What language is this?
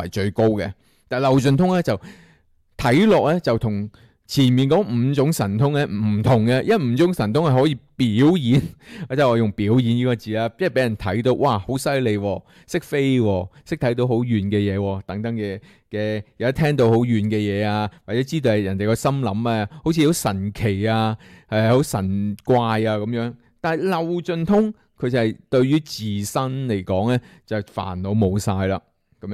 Cantonese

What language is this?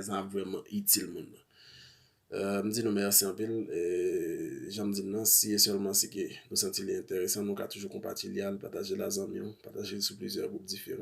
Haitian Creole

